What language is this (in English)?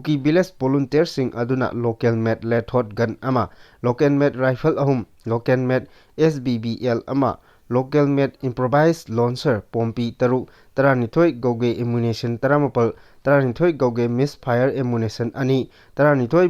Manipuri